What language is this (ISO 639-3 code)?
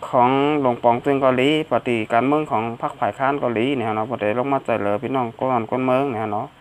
shn